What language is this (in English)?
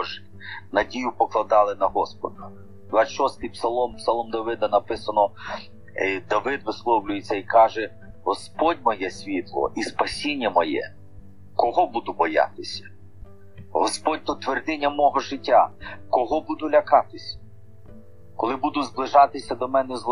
Ukrainian